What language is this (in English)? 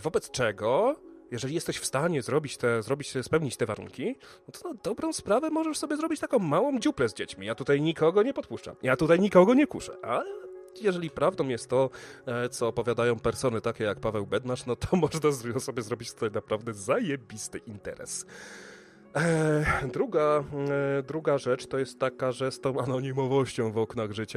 Polish